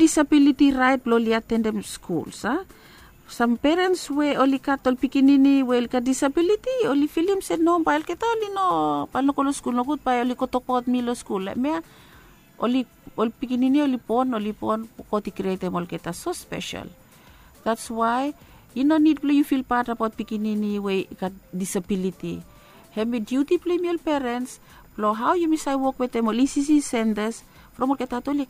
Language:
Bislama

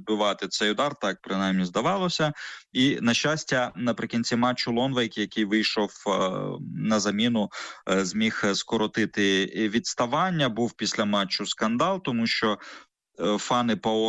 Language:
Ukrainian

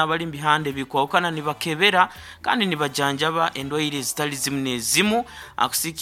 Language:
Nyankole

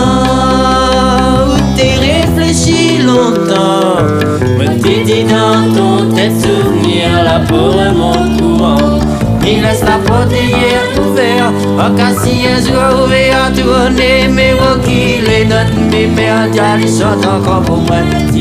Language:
Réunion Creole French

